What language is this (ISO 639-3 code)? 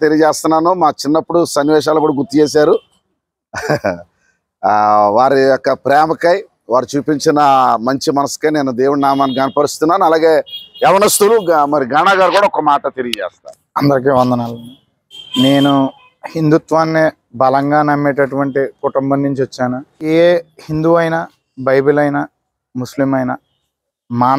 tel